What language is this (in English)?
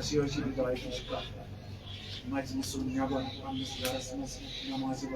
Kashmiri